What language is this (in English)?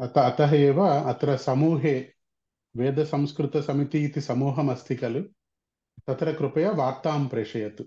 Sanskrit